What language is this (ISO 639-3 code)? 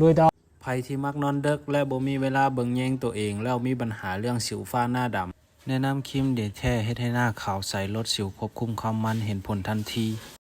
lao